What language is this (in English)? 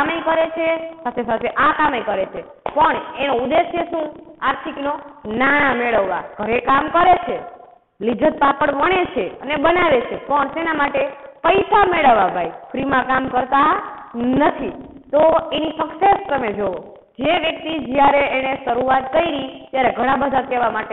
Gujarati